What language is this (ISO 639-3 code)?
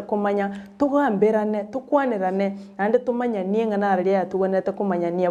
guz